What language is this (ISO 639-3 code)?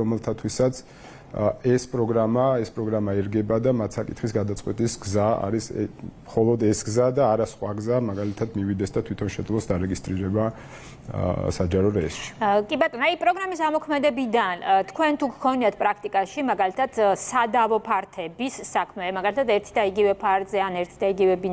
kat